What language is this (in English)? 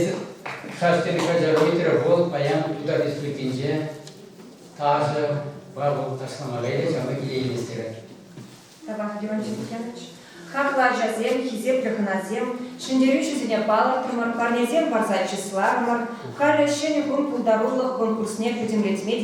Chuvash